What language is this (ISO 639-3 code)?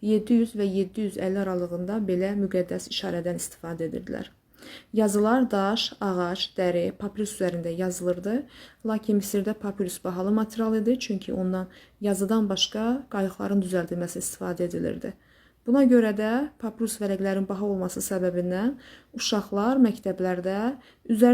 aze